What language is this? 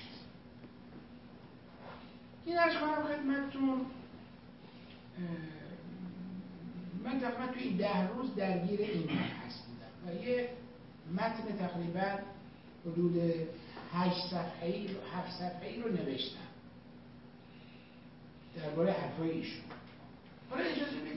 Persian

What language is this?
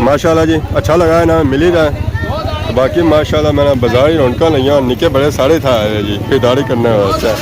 Pahari-Potwari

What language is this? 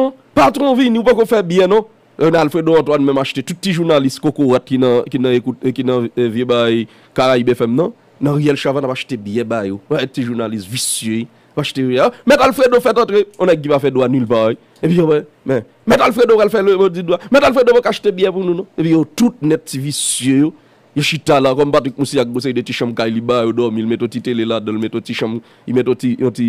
Haitian Creole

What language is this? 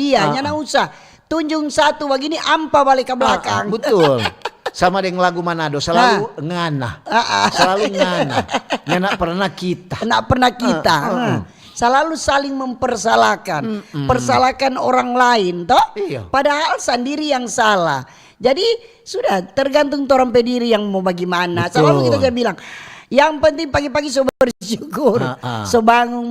Manado Malay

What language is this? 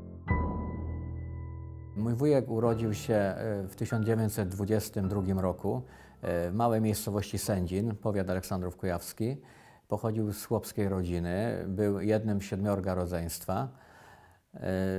Polish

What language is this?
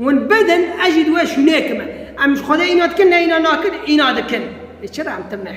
Kurdish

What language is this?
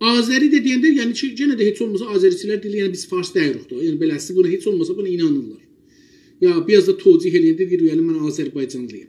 South Azerbaijani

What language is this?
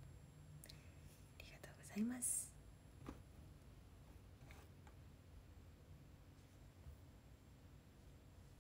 Japanese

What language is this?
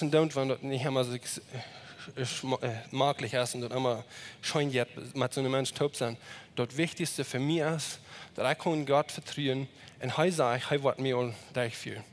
Plautdietsch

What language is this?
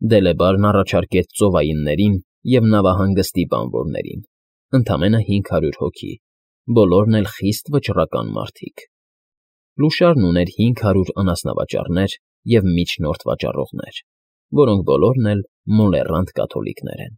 Armenian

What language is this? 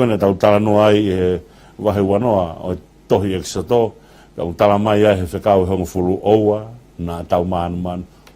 Tongan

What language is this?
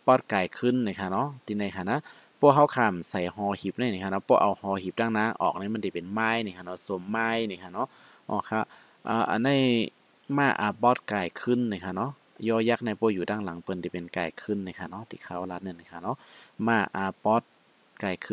Shan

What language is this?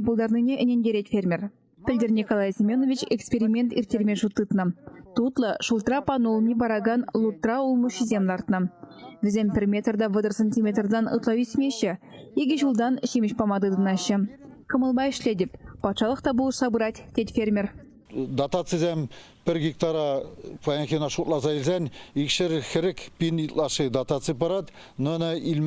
Chuvash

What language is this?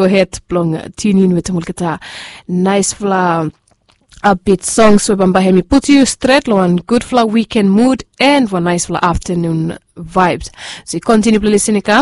Bislama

